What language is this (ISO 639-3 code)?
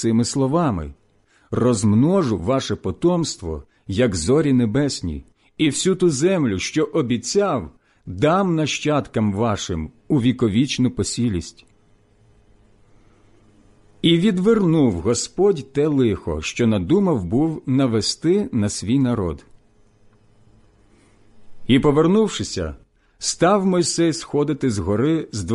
ukr